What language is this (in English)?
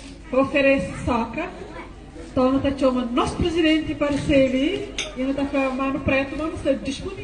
Kabuverdianu